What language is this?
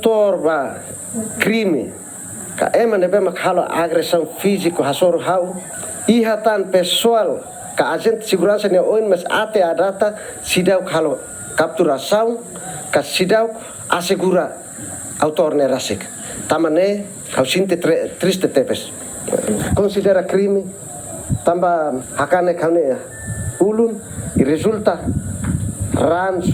Tetum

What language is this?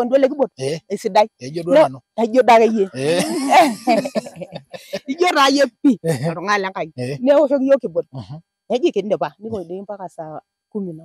Masai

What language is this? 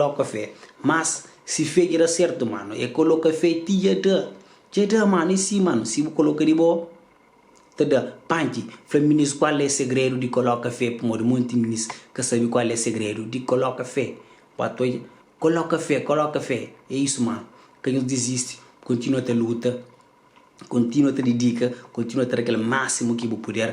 Kabuverdianu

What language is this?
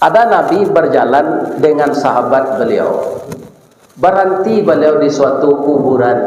Minangkabau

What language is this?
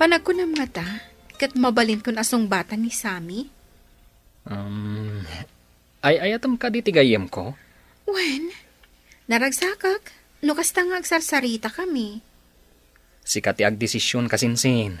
Iloko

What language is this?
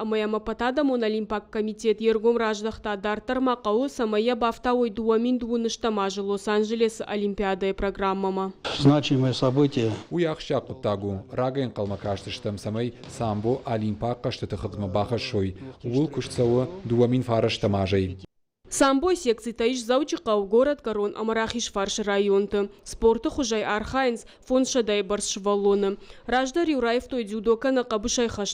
Ossetic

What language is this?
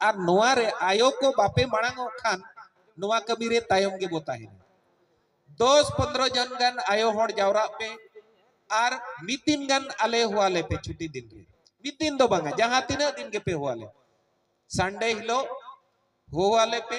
Santali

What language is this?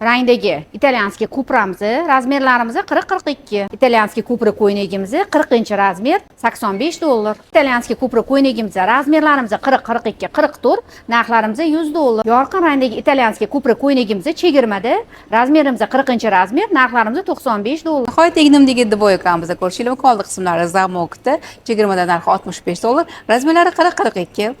Uzbek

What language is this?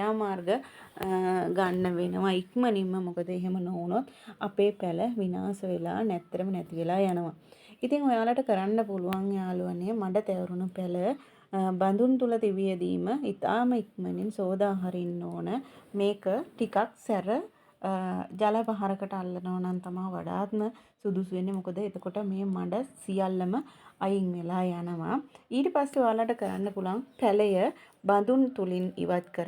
Sinhala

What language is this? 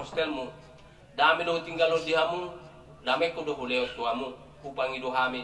Batak Toba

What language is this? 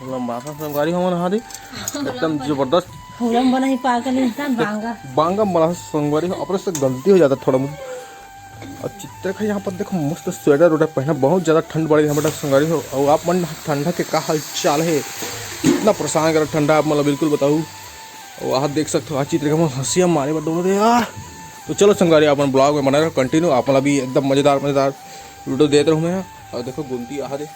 Chhattisgarhi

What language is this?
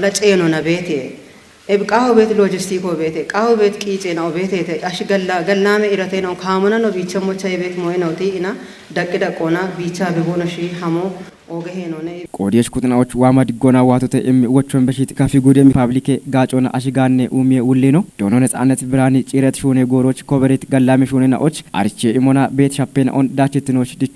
Kafa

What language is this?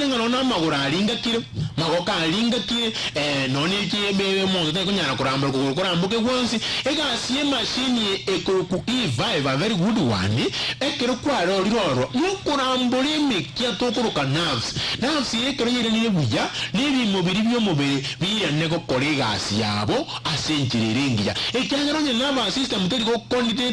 Gusii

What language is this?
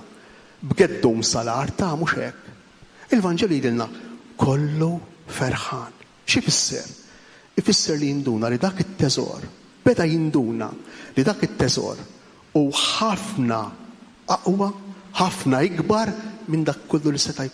Maltese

